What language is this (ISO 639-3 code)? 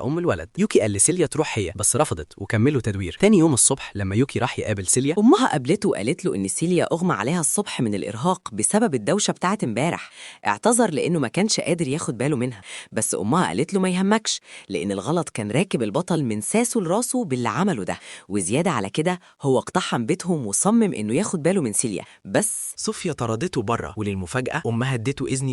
arz